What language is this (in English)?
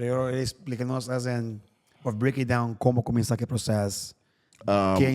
Papiamento